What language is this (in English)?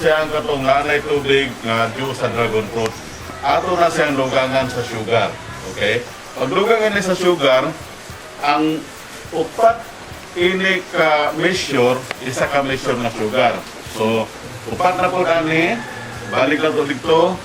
Cebuano